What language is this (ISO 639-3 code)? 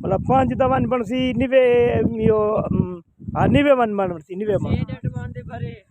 skr